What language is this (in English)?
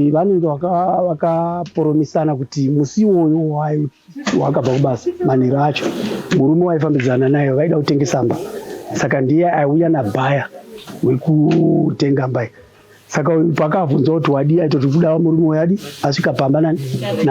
Shona